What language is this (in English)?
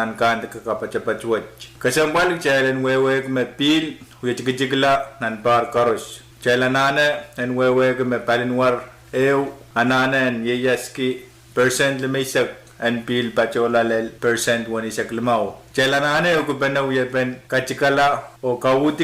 Pohnpeian